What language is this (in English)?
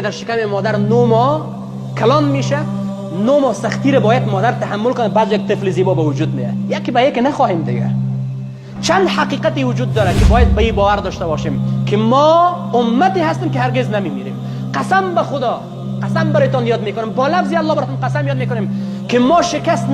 Persian